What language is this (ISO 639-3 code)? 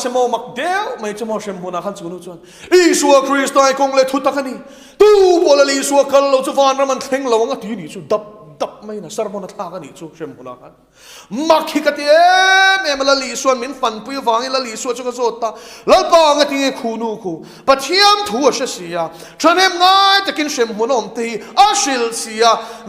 lus